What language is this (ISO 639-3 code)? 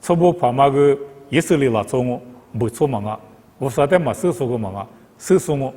lis